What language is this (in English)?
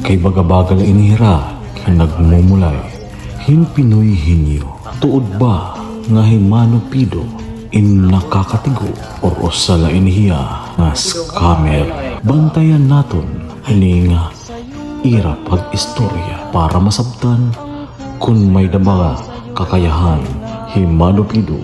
Waray